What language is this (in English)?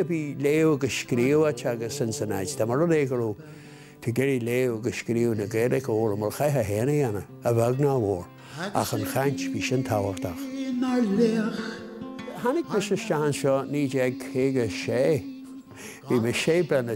Irish